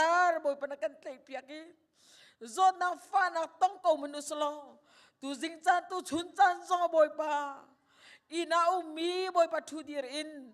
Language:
Hakha Chin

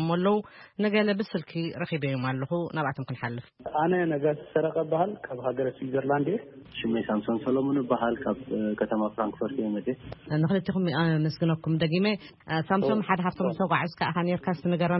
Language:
Tigrinya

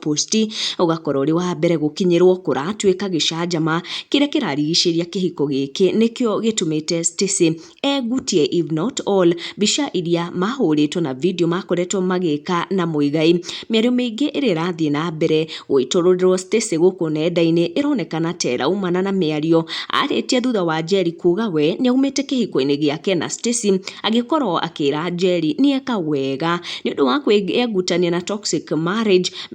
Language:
Kikuyu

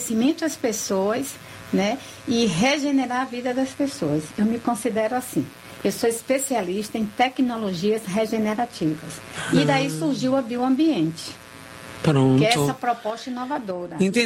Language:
Portuguese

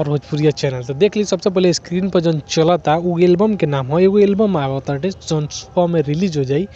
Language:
Bhojpuri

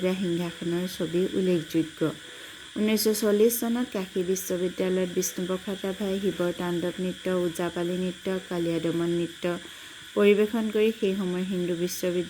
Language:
Assamese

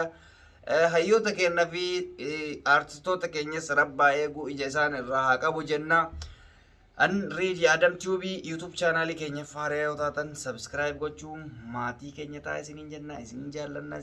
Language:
Oromo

